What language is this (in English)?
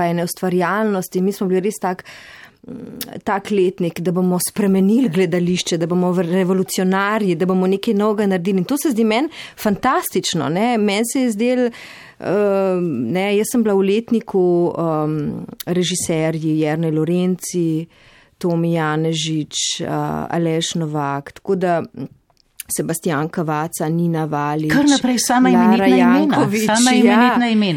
Slovenian